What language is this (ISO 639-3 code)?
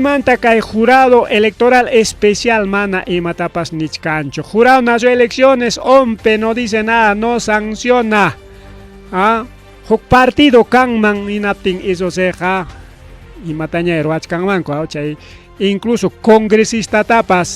quy